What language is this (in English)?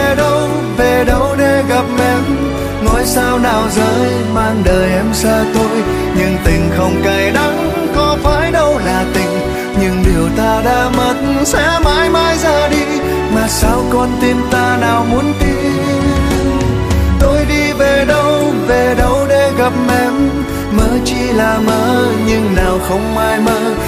Vietnamese